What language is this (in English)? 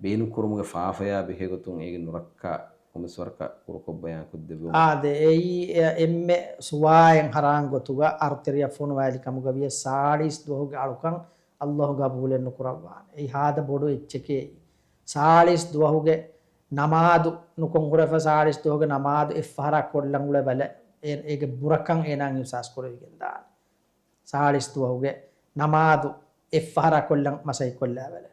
Divehi